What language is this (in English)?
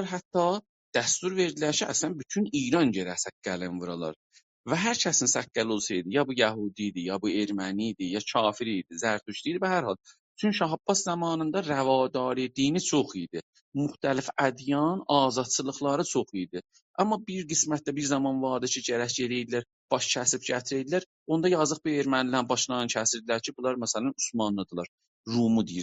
South Azerbaijani